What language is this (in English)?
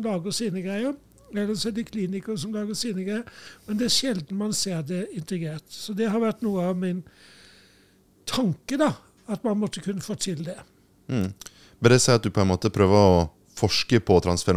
Norwegian